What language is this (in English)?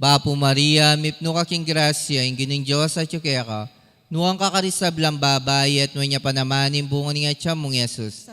Pampanga